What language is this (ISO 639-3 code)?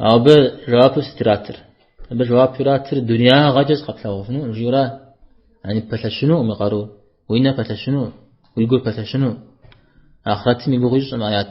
kbd